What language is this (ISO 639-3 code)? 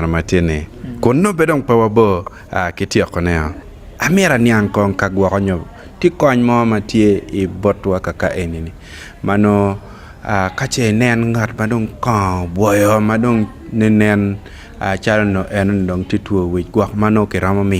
ach